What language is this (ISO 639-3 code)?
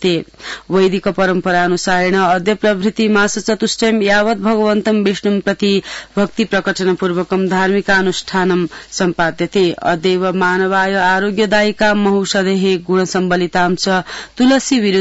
san